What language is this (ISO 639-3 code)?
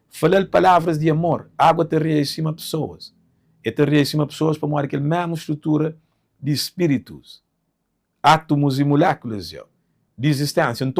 kea